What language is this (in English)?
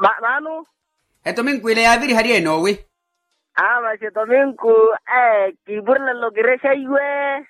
Makhuwa